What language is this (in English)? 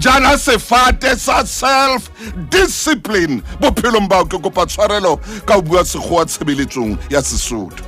Southern Sotho